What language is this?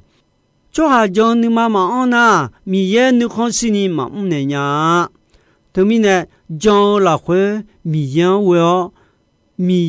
Akha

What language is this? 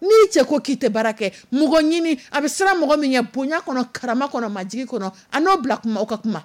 Dyula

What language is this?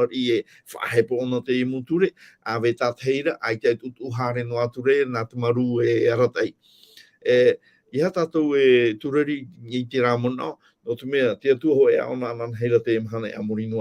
Tahitian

